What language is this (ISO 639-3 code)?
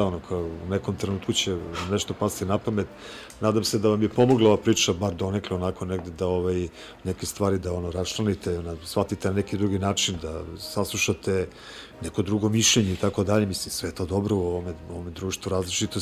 srp